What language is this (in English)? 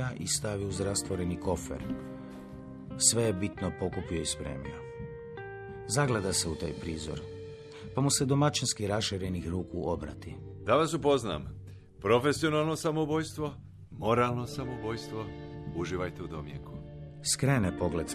Croatian